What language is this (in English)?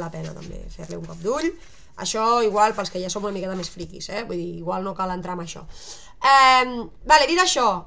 Catalan